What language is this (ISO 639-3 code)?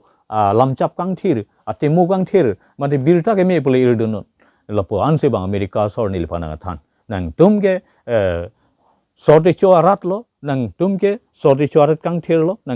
mjw